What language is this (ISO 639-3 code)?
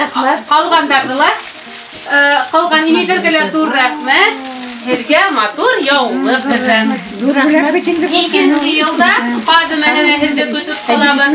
bak